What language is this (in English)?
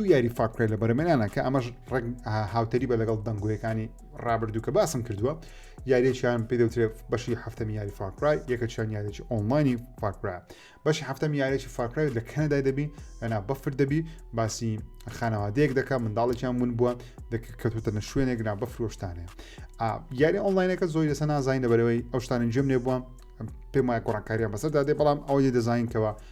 Central Kurdish